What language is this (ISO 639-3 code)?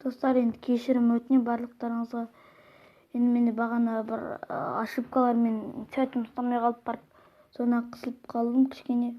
kaz